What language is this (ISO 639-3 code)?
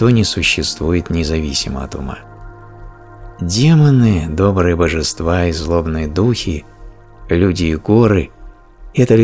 rus